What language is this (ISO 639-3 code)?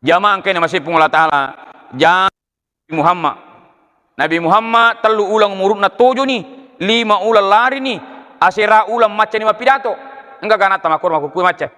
bug